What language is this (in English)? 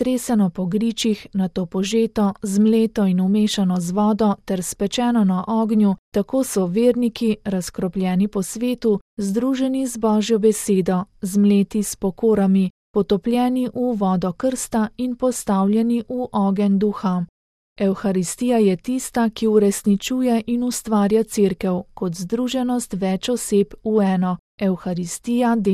Slovenian